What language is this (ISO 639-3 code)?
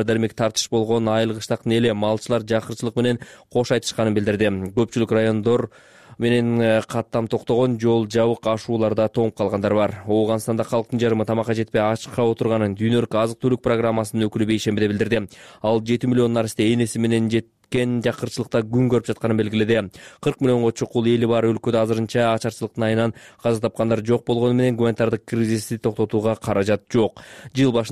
kir